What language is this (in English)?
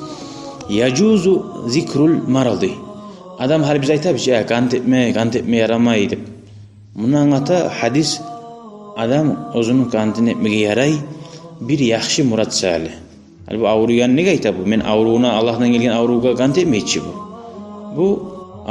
Kumyk